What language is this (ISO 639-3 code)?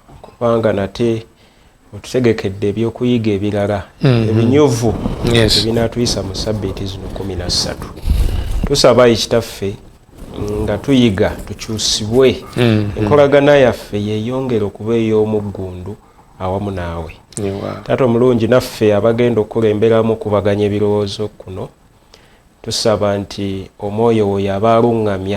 lug